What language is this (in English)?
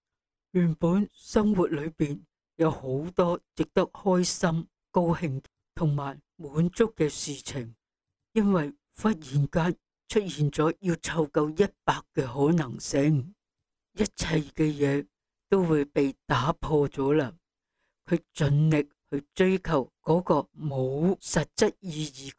Cantonese